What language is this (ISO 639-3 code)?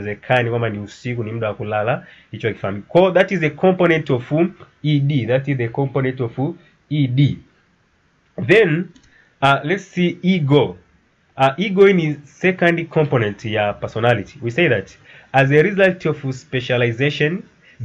swa